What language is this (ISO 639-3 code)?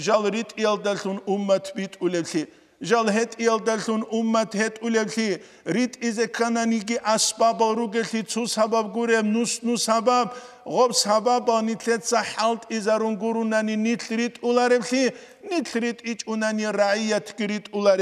ava